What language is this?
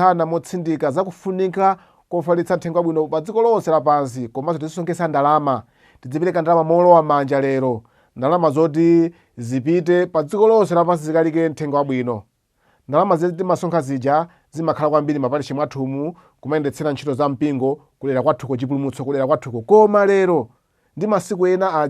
Nyanja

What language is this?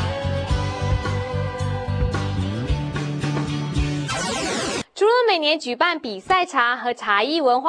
Chinese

